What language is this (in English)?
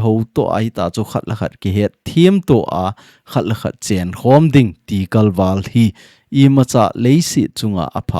Thado Chin